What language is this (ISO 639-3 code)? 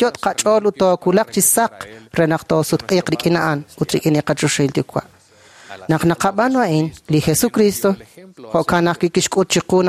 kek